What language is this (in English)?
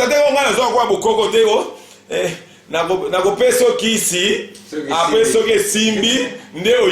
Lingala